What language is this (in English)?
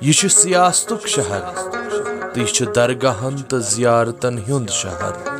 Kashmiri